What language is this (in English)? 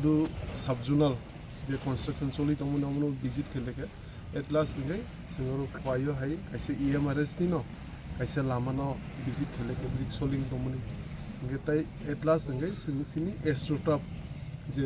Kok Borok